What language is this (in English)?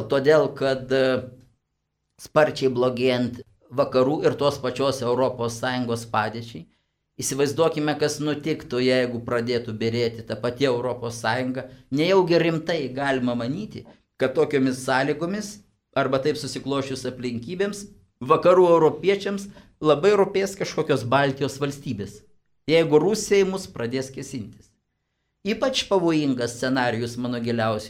Lithuanian